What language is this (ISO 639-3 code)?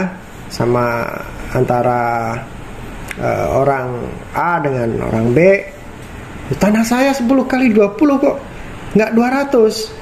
ind